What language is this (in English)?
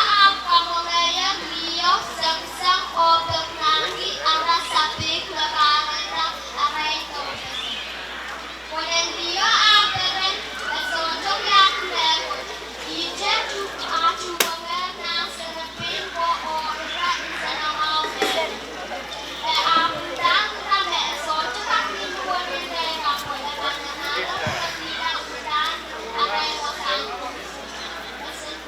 Pohnpeian